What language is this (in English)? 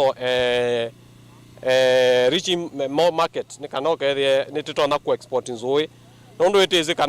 Kamba